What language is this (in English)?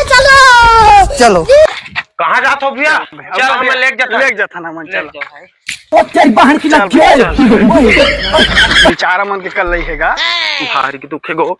Chhattisgarhi